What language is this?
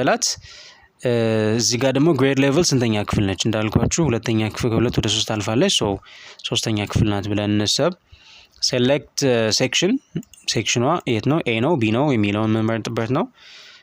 Amharic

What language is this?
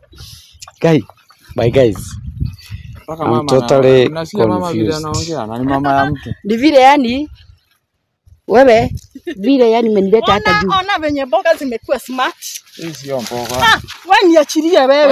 Swahili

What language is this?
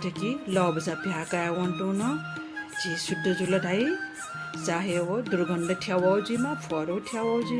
Newari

